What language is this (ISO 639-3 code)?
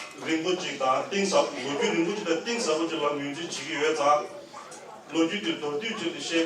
bod